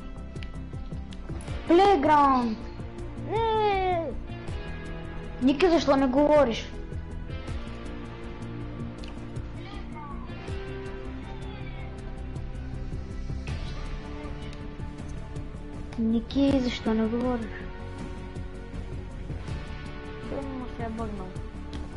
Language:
Bulgarian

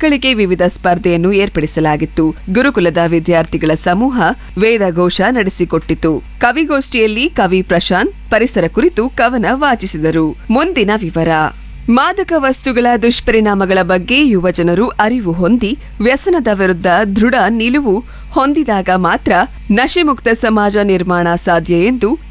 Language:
Kannada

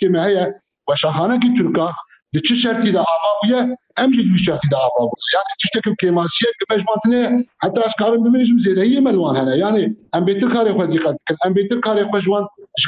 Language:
Kurdish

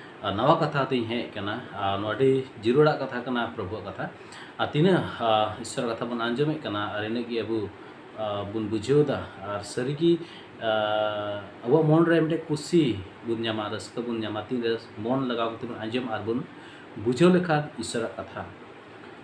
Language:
Santali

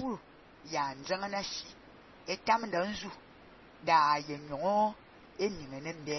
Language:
Fang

